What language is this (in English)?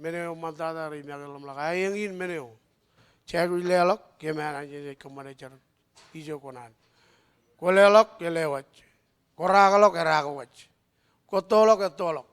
Marshallese